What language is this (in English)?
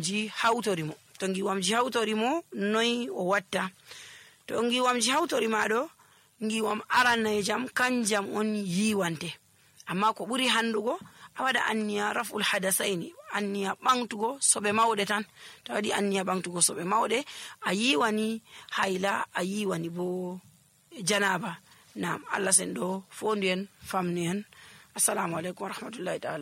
Nigerian Fulfulde